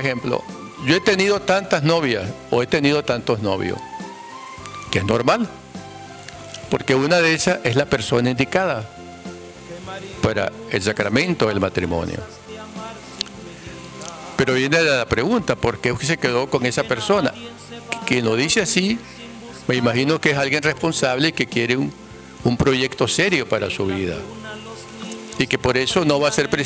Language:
Spanish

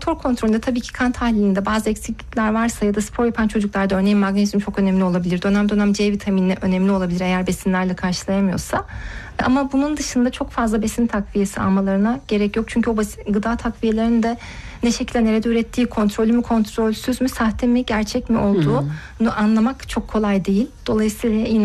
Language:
Turkish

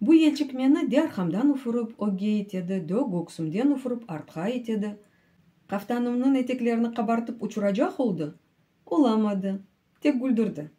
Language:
Crimean Tatar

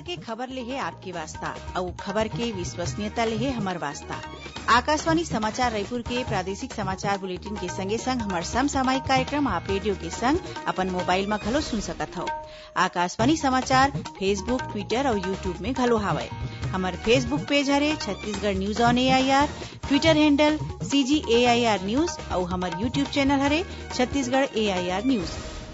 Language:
Chhattisgarhi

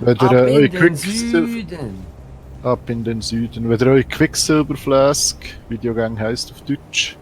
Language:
Swiss German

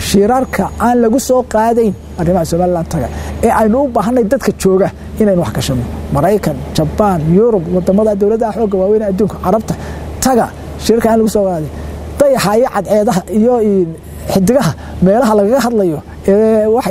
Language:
Somali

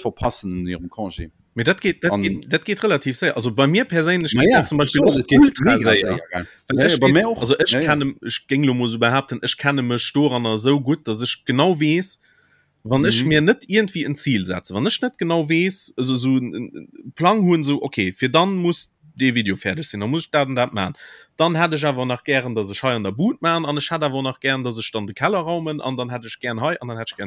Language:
Luxembourgish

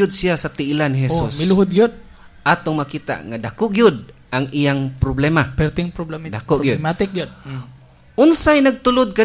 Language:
Cebuano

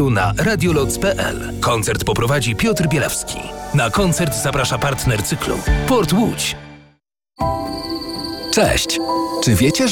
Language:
Polish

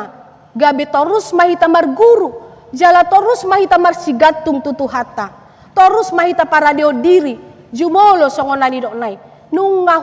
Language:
Batak Toba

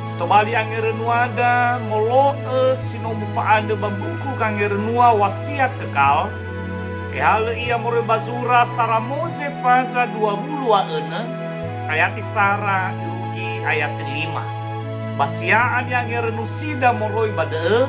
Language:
Nias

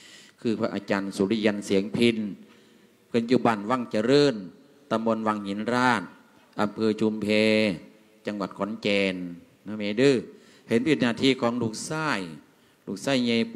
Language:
Lao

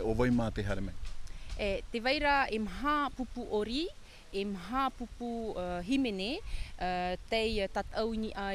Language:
Tahitian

